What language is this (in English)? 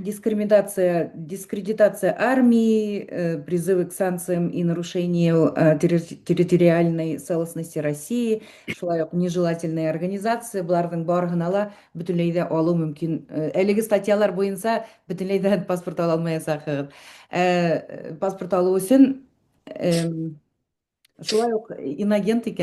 Bashkir